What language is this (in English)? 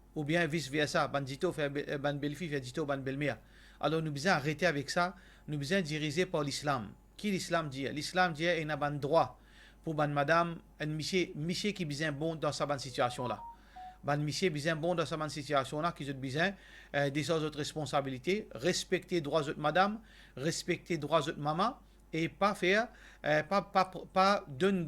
Morisyen